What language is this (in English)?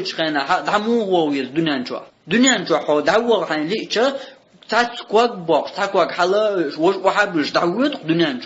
Chechen